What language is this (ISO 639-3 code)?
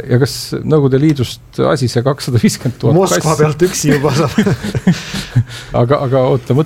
est